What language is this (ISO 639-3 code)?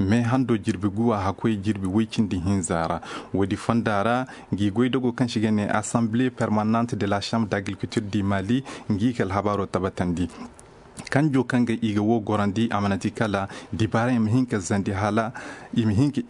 ses